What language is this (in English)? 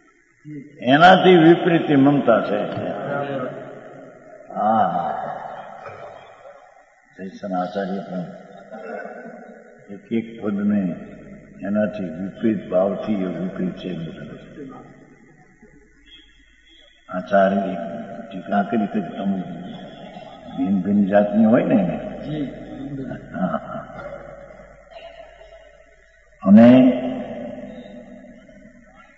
Gujarati